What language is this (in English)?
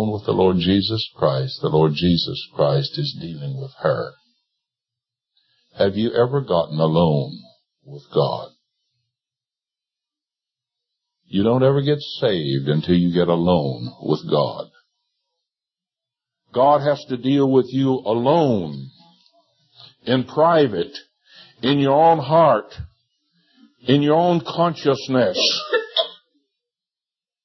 English